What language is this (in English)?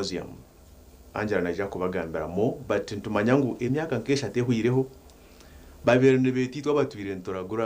Nyankole